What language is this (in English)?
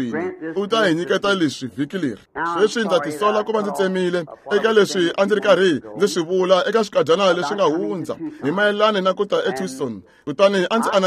Tsonga